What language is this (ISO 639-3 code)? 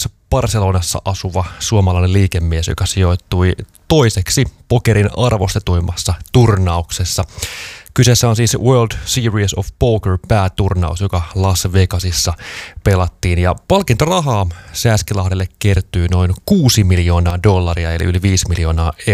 fin